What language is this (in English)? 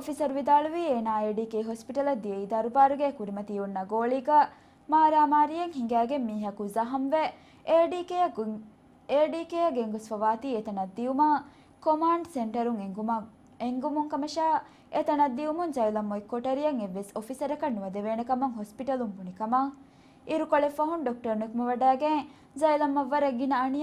Divehi